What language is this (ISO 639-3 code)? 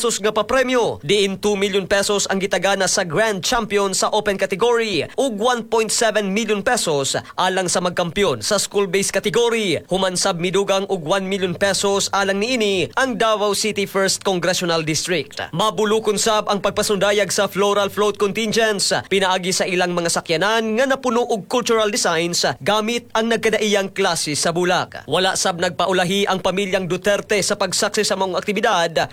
ceb